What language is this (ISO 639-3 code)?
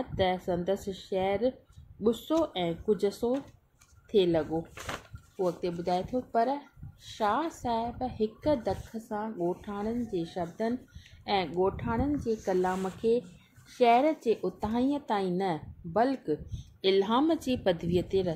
snd